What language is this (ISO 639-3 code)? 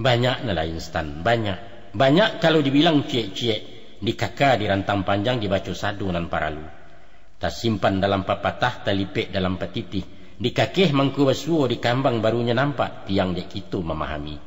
min